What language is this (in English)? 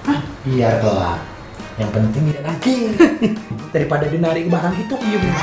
Musi